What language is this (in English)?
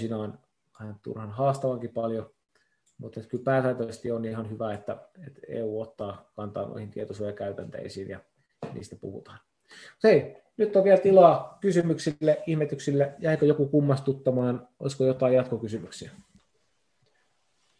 Finnish